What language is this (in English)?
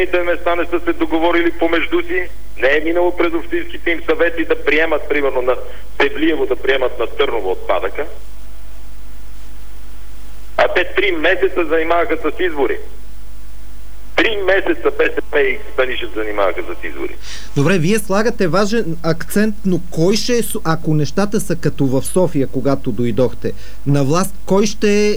Bulgarian